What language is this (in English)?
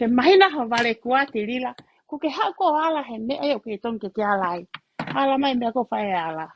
Tongan